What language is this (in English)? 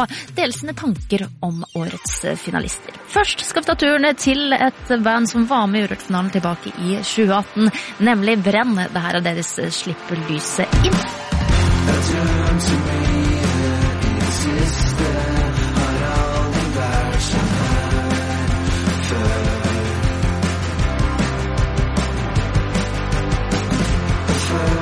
Norwegian